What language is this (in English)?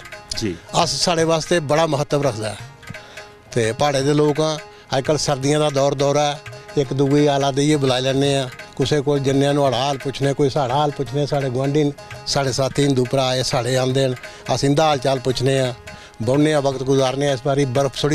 Dogri